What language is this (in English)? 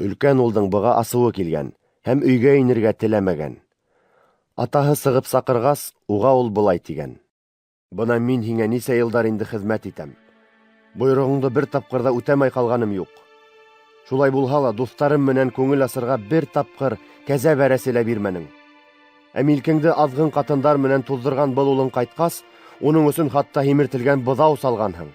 Bashkir